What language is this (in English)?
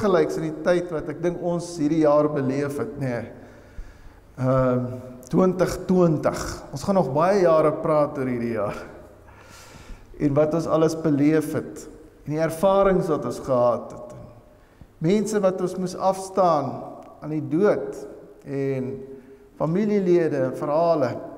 Afrikaans